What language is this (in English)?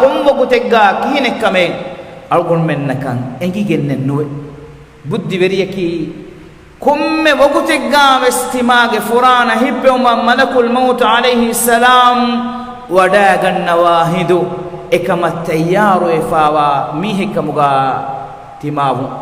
Divehi